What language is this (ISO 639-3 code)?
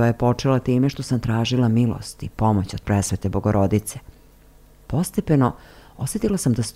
srp